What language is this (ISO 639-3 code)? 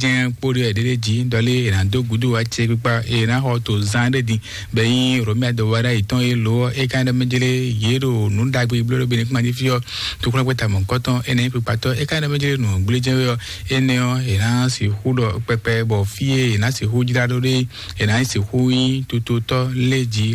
fon